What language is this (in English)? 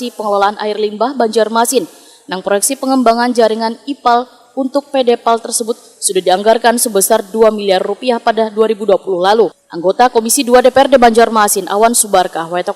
Banjar